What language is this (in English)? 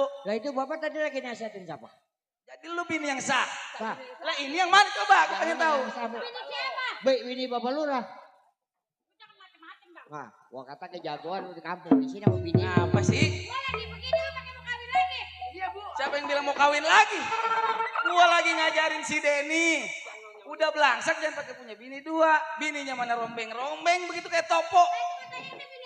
Betawi